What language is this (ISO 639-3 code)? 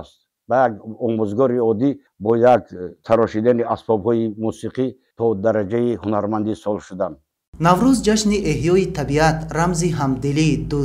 tgk